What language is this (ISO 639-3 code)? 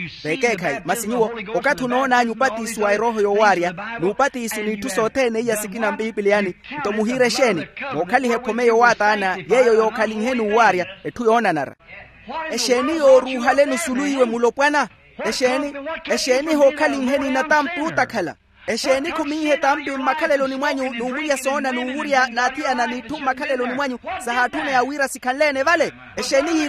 vmw